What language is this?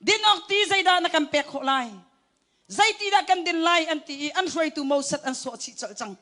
Hakha Chin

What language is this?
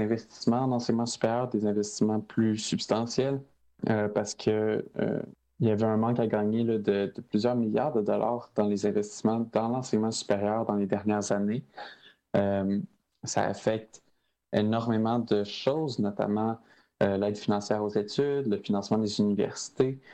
French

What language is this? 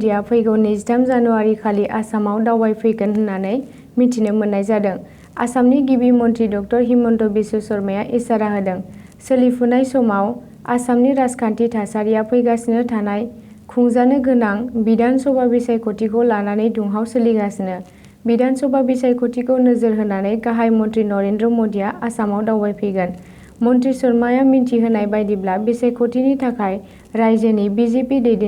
Bodo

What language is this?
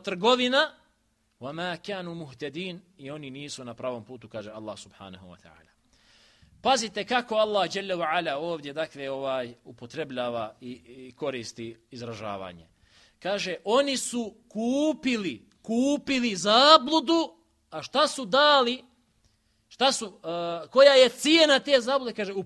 Bosnian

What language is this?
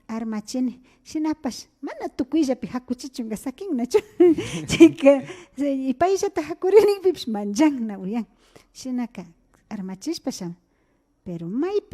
Imbabura Highland Quichua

